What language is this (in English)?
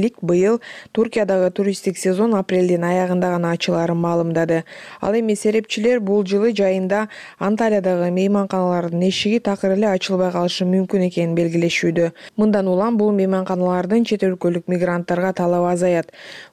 Kyrgyz